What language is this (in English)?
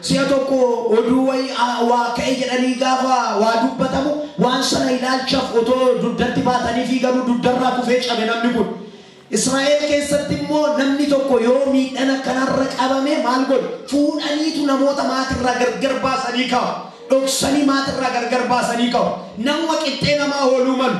Oromo